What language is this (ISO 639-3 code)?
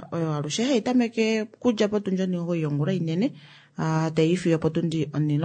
kua